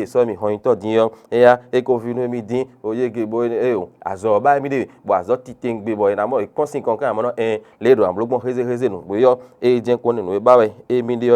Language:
Fon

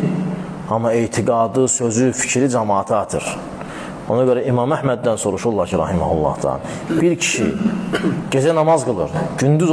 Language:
Azerbaijani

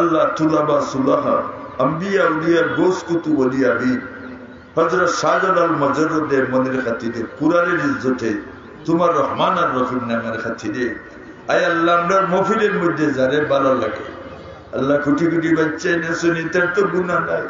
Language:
Sylheti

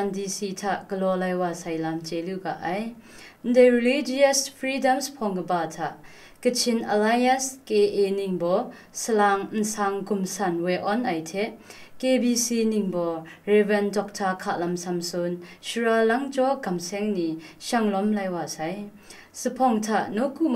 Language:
Kachin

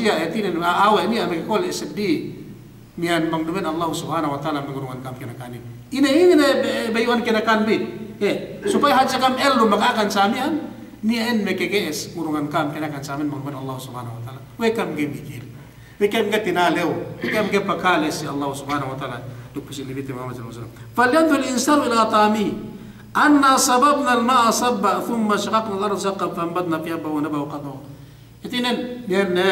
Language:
Yakan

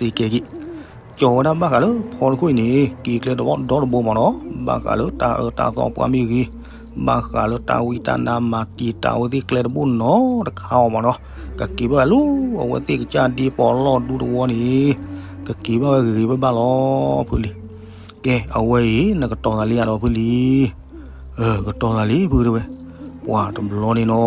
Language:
S'gaw Karen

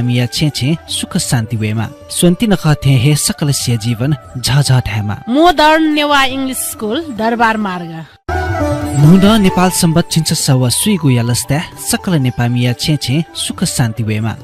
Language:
Newari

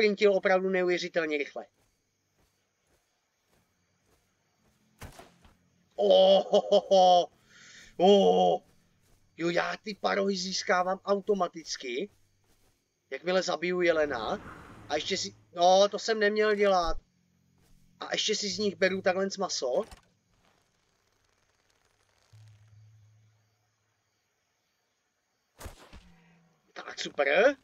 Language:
Czech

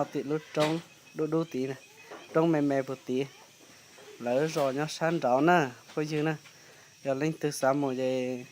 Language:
Hmong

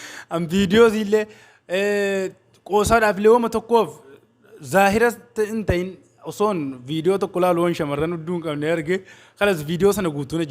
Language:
Oromo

